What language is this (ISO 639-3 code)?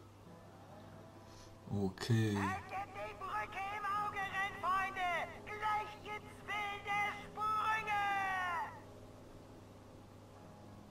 deu